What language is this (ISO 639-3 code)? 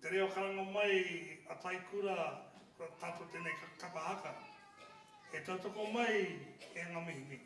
mri